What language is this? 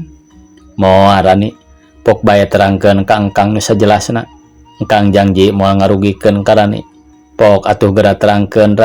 Sundanese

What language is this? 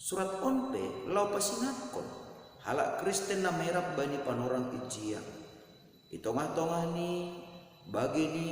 Batak Simalungun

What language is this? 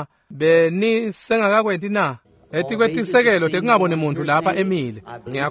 Swati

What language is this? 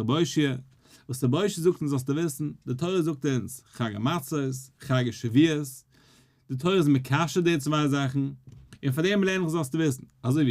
Yiddish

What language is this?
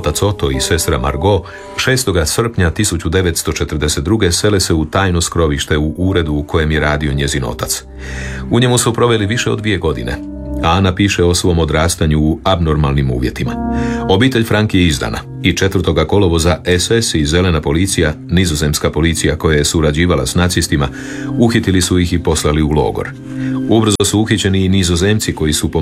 Croatian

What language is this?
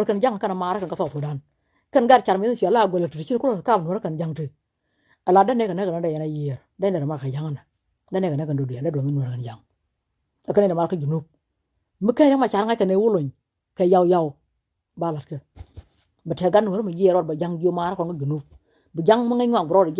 Nuer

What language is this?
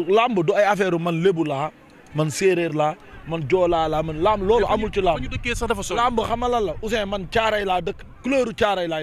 Wolof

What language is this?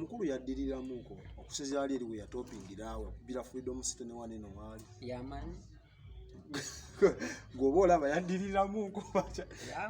Ganda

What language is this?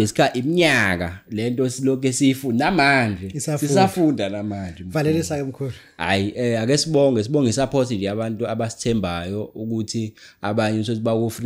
Zulu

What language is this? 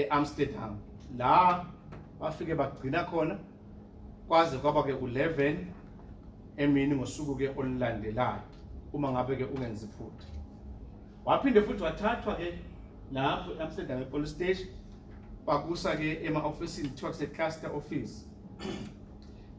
Zulu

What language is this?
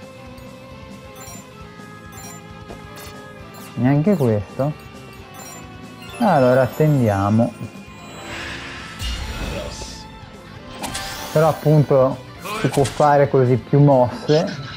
Italian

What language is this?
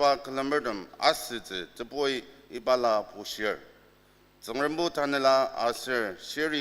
Ao Naga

